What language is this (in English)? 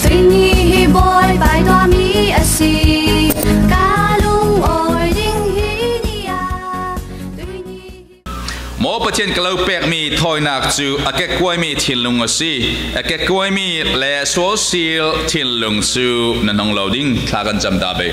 Falam Chin